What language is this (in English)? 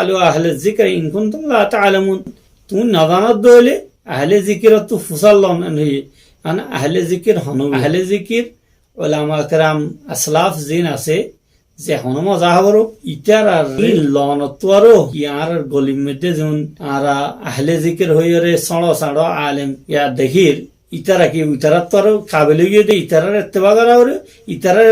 Rohingya